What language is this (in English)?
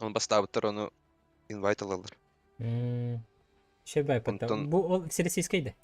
Yakut